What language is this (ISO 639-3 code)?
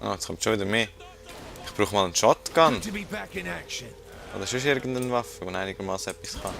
gsw